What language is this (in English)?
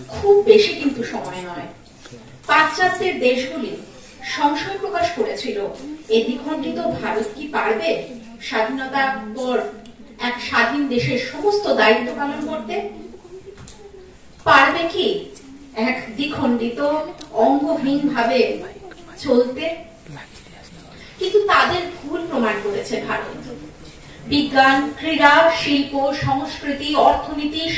Bangla